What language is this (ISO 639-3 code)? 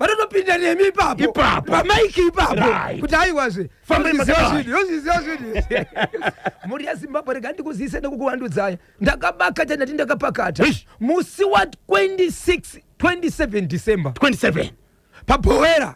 sna